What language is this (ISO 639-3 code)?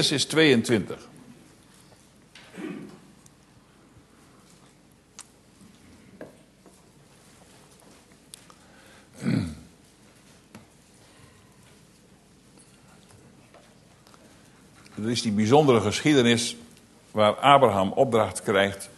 nld